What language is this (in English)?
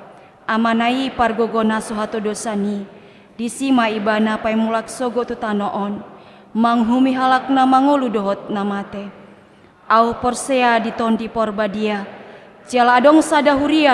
Batak Toba